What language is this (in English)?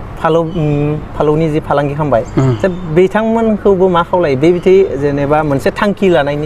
Bodo